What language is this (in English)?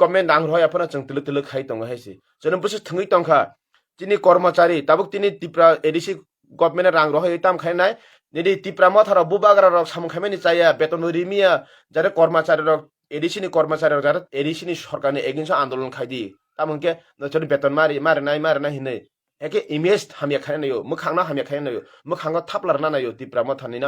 Kok Borok